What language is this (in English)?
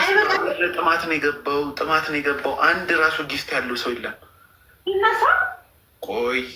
Amharic